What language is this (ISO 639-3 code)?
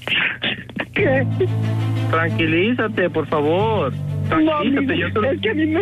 spa